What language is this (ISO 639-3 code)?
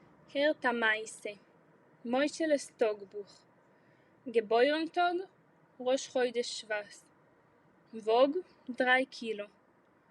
yid